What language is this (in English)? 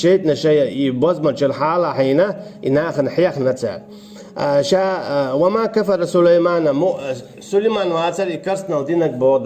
Chechen